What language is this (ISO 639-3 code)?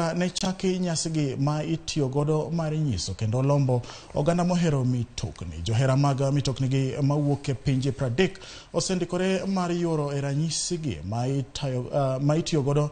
luo